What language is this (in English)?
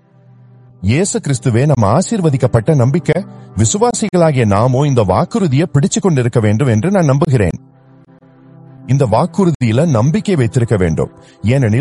Tamil